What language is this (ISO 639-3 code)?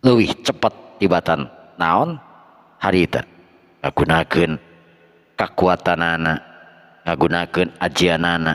sun